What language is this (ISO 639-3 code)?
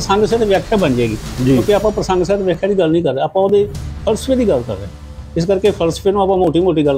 pan